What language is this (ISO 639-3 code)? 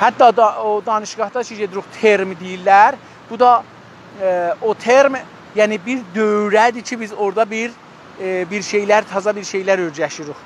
azb